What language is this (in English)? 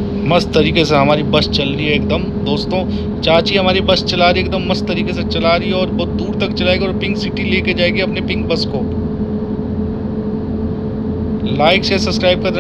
Hindi